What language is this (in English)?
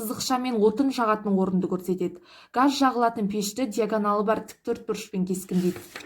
Kazakh